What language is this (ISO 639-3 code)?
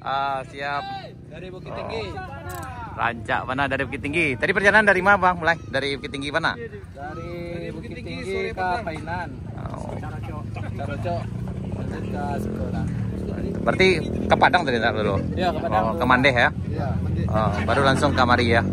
min